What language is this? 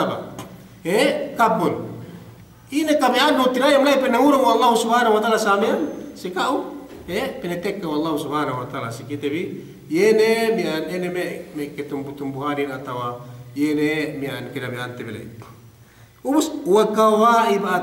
Yakan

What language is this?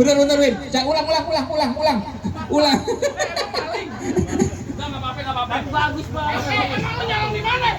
Betawi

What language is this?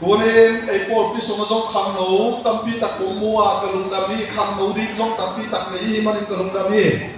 Tedim Chin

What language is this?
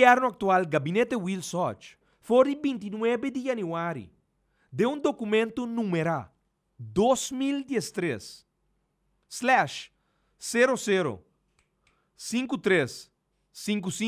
Papiamento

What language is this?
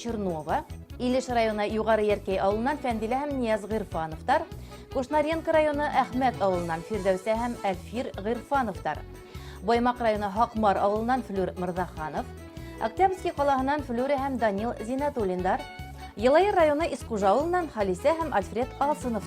Bashkir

